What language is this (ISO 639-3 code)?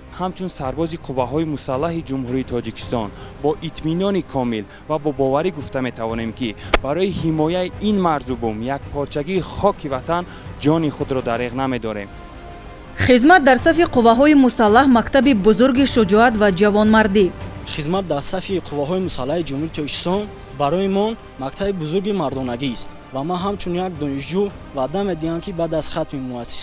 tgk